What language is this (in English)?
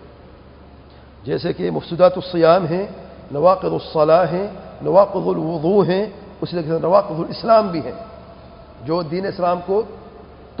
Urdu